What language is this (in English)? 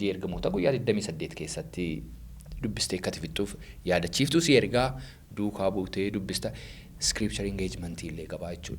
Oromo